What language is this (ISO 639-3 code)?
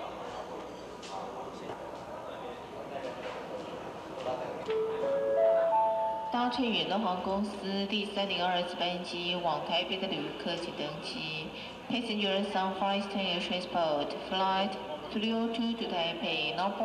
zho